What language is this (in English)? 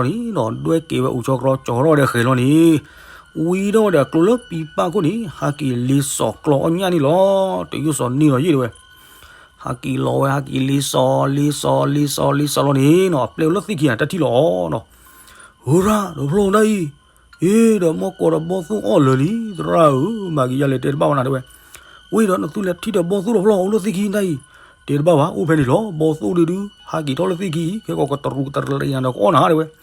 S'gaw Karen